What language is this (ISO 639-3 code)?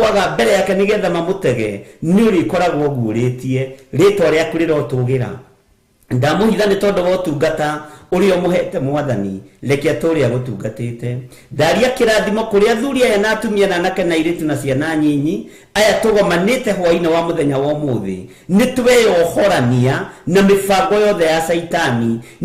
kik